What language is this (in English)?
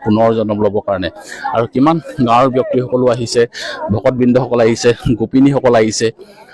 Assamese